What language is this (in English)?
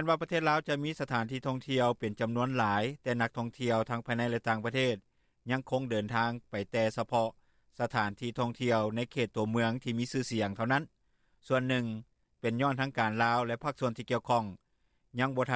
Lao